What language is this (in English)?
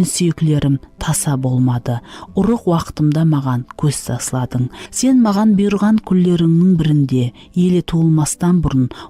Kara-Kalpak